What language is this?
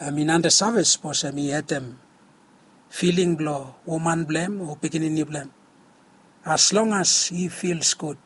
Bislama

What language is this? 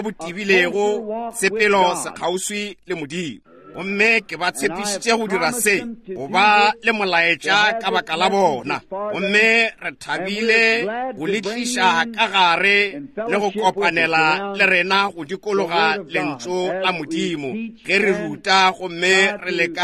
Northern Sotho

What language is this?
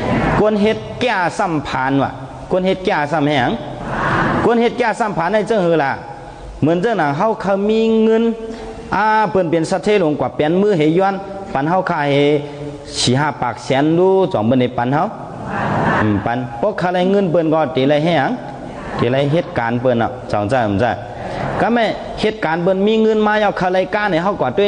Shan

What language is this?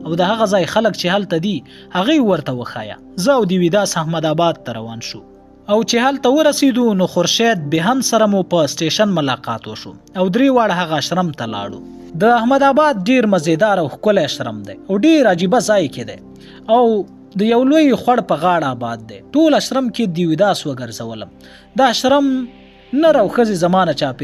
Pashto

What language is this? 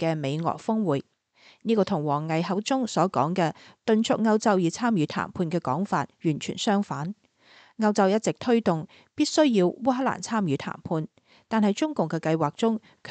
Cantonese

